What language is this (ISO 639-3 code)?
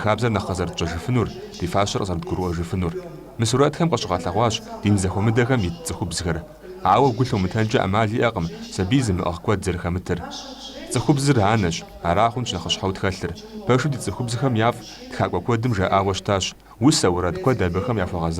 kbd